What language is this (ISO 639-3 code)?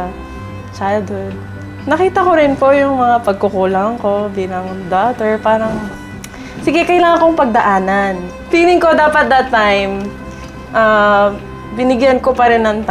fil